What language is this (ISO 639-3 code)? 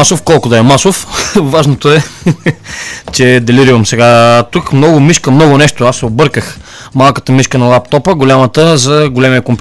bul